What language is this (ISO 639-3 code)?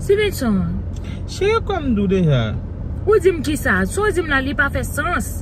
hat